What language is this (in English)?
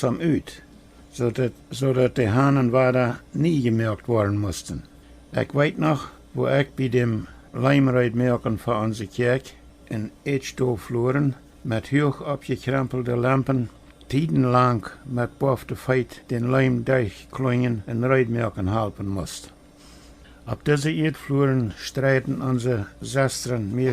Plautdietsch